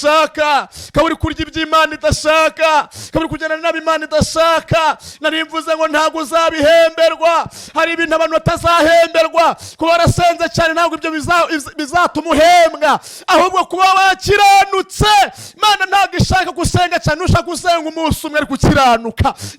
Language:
Kinyarwanda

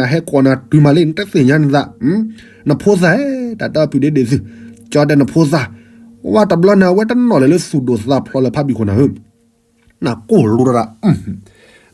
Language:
S'gaw Karen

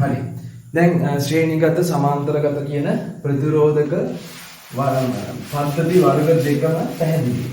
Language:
Sinhala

